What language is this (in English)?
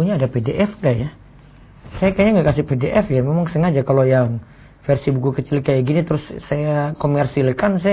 Indonesian